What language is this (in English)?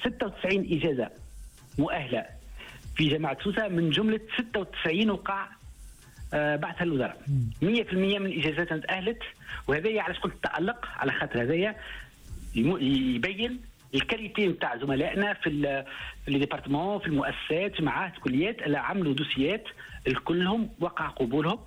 Tunisian Arabic